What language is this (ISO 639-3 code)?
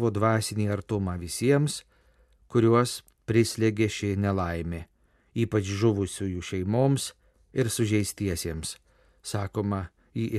lit